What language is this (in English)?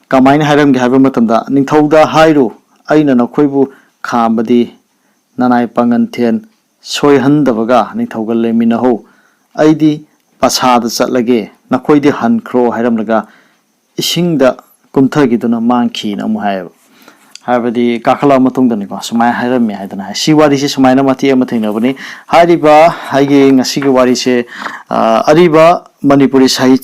Manipuri